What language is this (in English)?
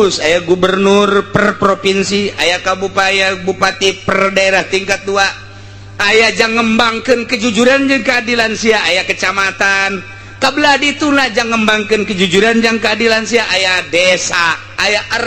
Sundanese